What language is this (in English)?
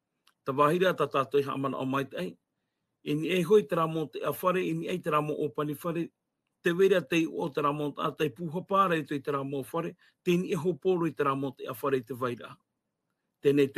Tahitian